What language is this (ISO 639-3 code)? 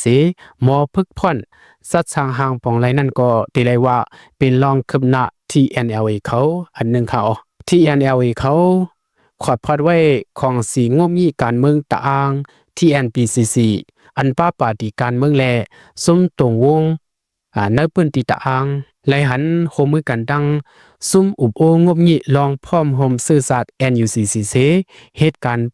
shn